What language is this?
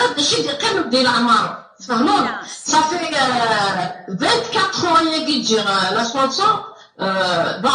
Kabyle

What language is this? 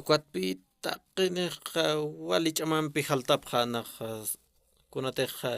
Aymara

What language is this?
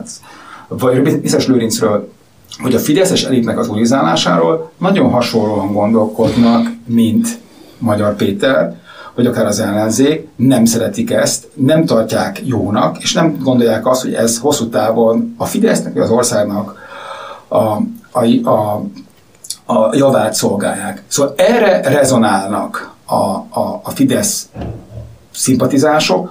Hungarian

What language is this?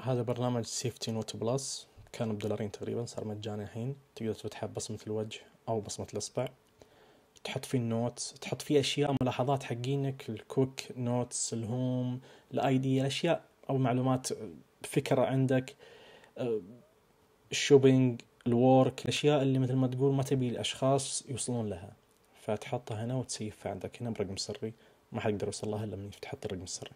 Najdi Arabic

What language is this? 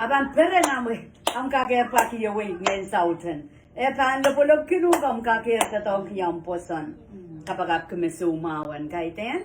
Pohnpeian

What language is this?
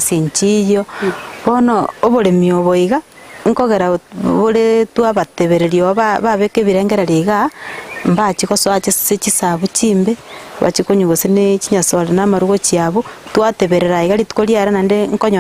Gusii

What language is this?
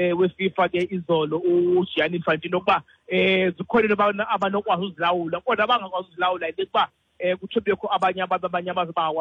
Xhosa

